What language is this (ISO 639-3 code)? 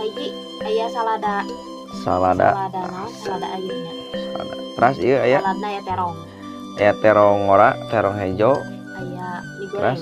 sun